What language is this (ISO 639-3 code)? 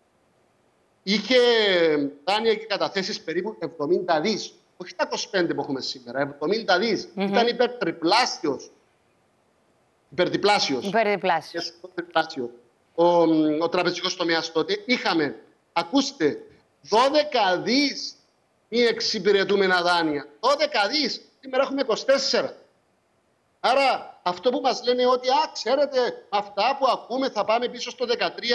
ell